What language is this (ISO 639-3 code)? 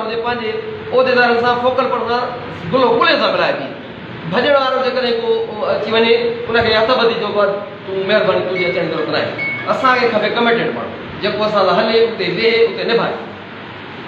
snd